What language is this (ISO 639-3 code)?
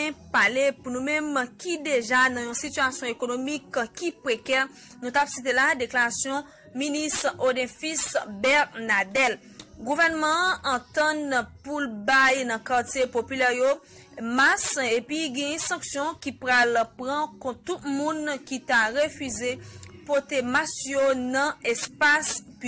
hat